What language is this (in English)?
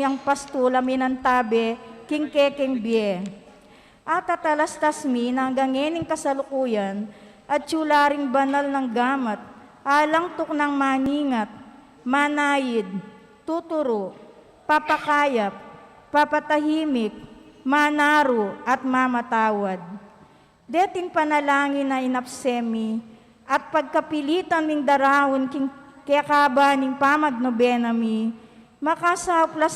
Pampanga